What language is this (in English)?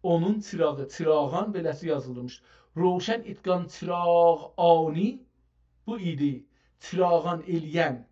South Azerbaijani